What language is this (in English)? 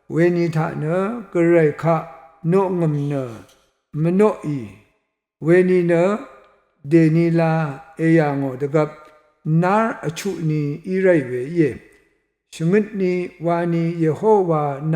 Rawang